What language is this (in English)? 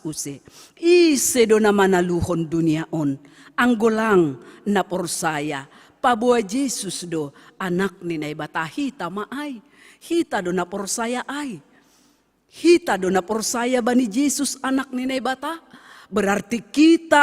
Batak Simalungun